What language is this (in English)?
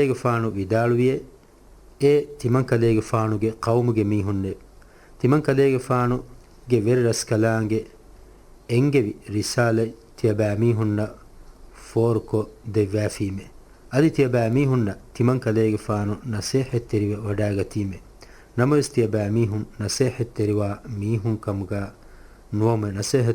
Divehi